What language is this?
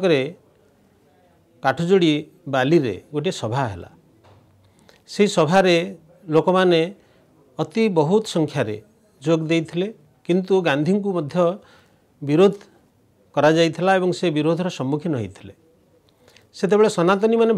Odia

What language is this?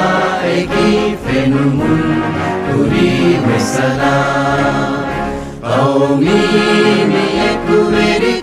Divehi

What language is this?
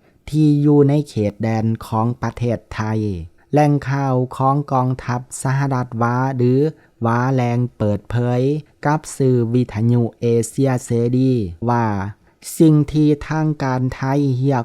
Lao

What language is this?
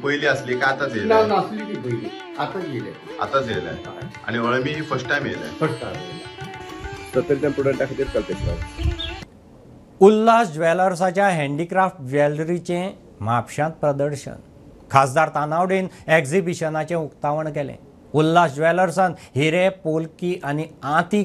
Konkani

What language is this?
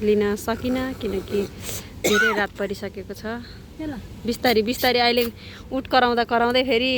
Nepali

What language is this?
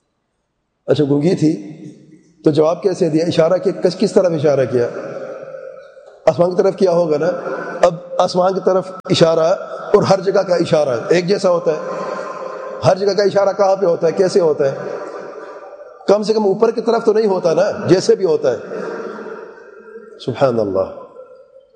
Urdu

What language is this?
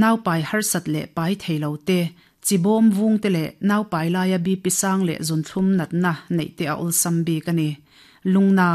Mizo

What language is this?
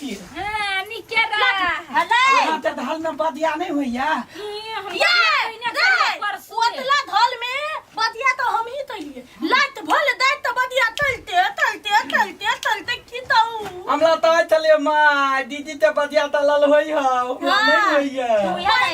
Maithili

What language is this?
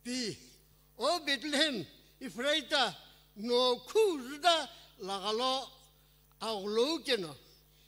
Sumi Naga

